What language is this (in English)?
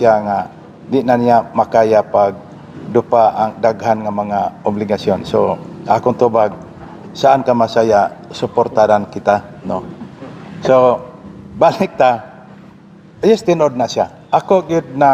Cebuano